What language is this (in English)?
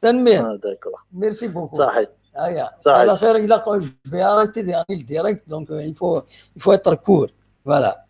Kabyle